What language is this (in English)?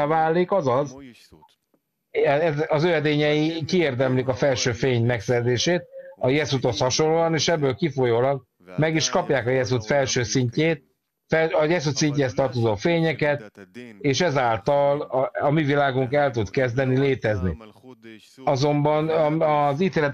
Hungarian